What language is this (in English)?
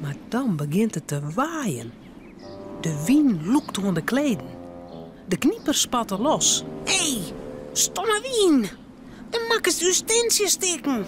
Western Frisian